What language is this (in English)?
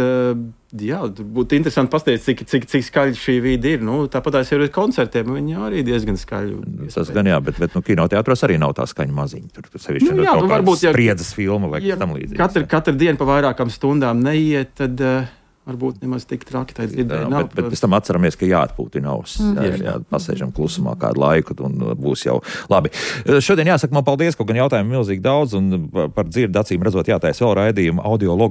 Latvian